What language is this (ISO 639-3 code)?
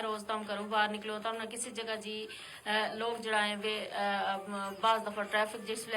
gju